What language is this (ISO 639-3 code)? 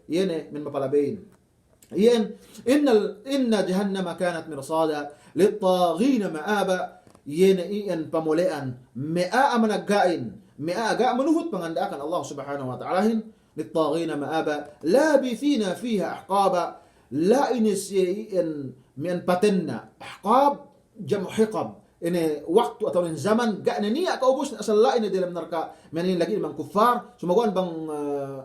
yka